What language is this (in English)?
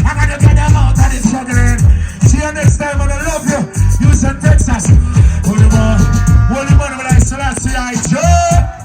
Jamaican Creole English